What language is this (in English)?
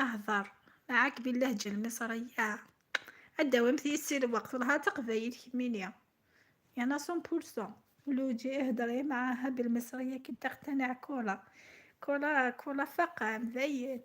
Algerian Arabic